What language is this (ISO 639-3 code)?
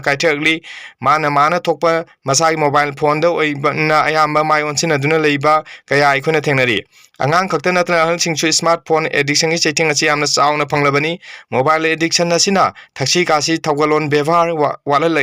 mni